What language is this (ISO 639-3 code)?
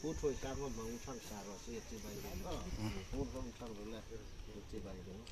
hmr